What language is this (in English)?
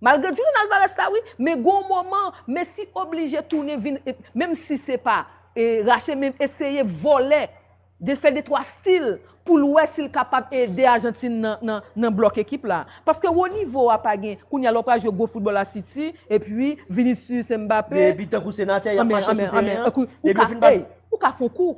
Haitian Creole